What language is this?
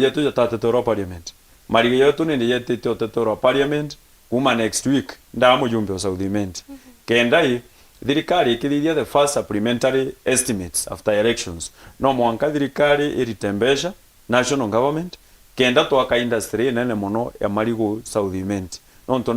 Meru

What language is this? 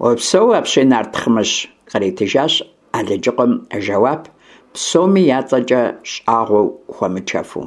Kabardian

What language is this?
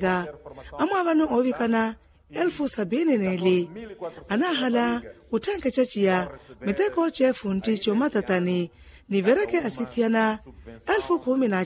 Makhuwa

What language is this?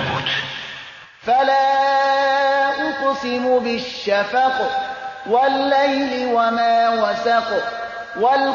Persian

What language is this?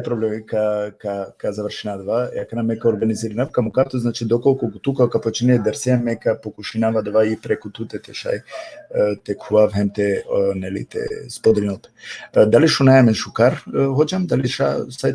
Balkan Romani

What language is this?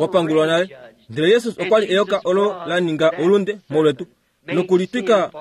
Kuanyama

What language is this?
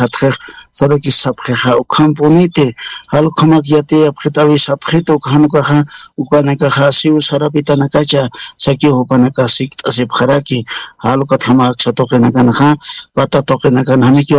Aymara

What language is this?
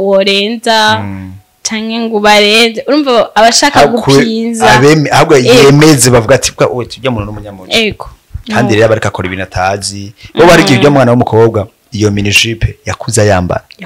Rundi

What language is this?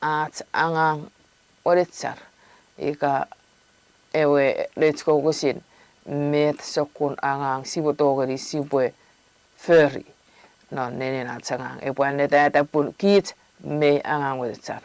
Chuukese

